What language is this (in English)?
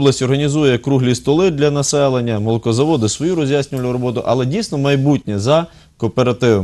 Ukrainian